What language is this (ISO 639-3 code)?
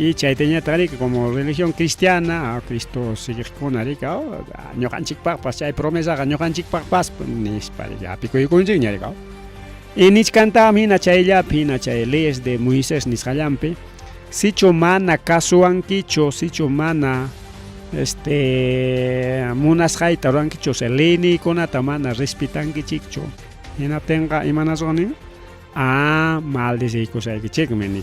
quy